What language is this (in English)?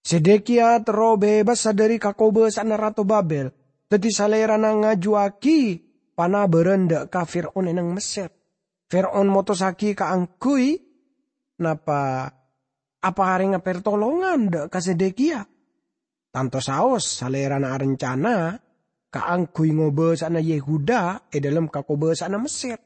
Madurese